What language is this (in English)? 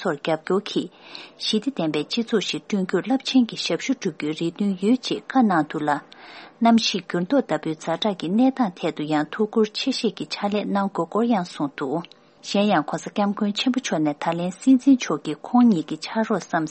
Tibetan